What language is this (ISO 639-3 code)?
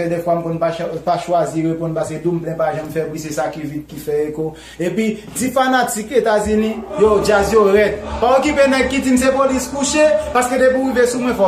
hat